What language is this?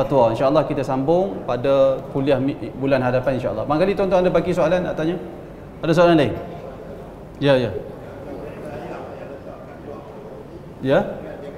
Malay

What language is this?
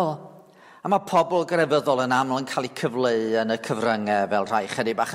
Welsh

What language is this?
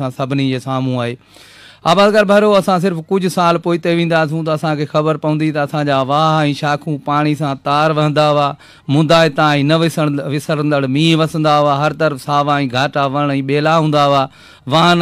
Sindhi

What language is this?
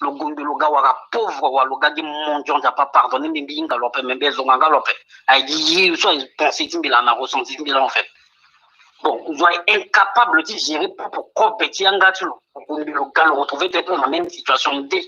Sango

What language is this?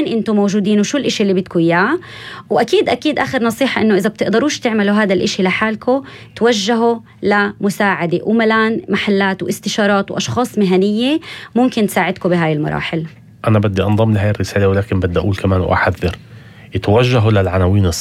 North Levantine Arabic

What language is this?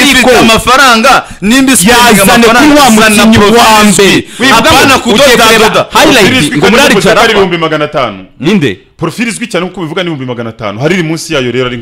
Kinyarwanda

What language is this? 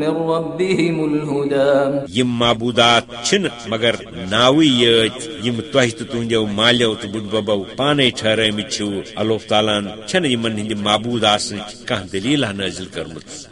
Kashmiri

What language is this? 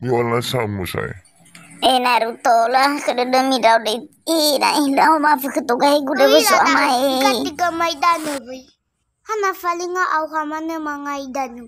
Nias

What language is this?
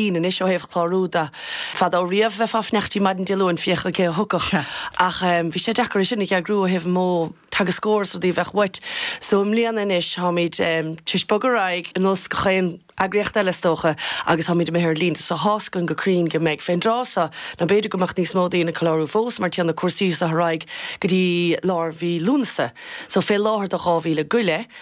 Irish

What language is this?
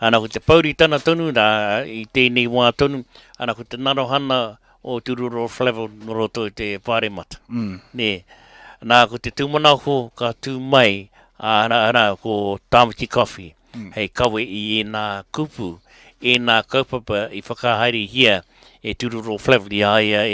Māori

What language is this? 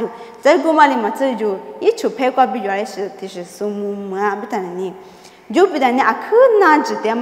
Lisu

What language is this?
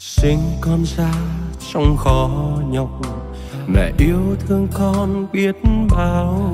Central Mnong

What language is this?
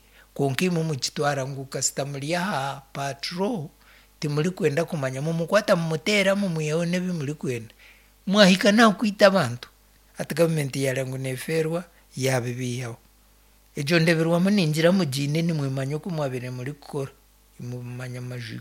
Nyankole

